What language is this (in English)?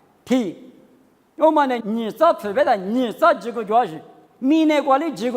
Lisu